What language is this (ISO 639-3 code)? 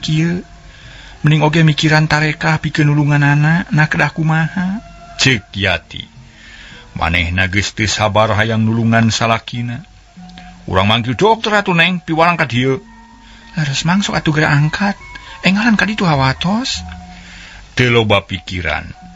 sun